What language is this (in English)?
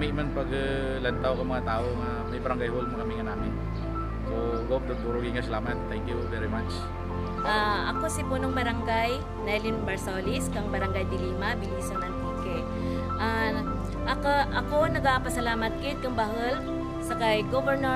Kinaray-a